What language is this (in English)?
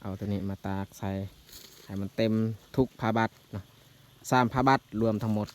Lao